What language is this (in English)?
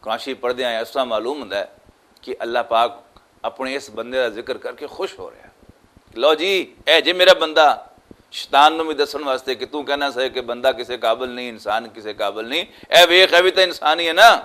Western Panjabi